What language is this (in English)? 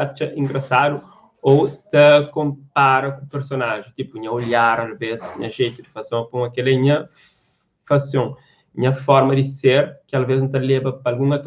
Kabuverdianu